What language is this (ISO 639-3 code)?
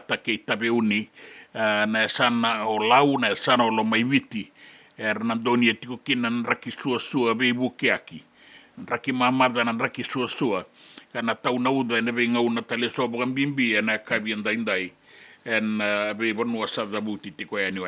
fij